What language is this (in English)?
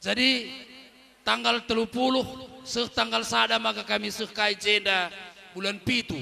Batak Karo